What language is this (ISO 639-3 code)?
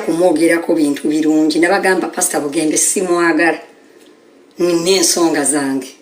lug